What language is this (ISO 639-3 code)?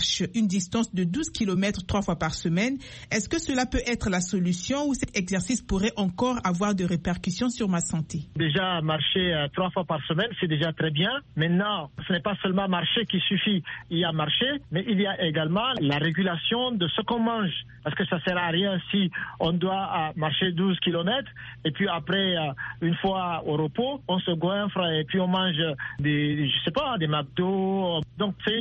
fra